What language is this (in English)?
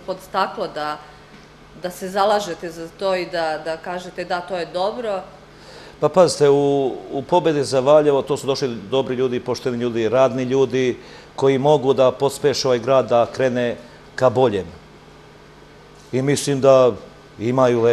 Serbian